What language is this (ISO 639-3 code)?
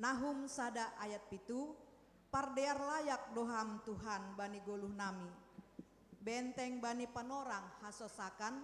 bts